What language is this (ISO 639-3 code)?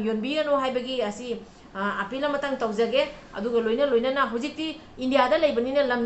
mni